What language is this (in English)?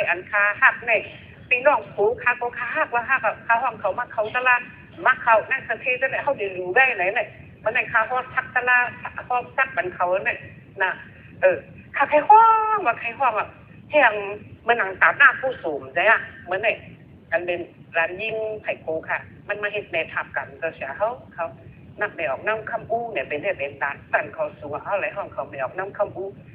Shan